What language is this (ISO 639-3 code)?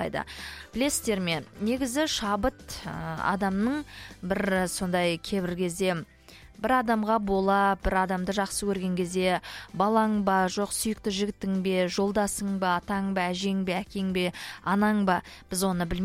kaz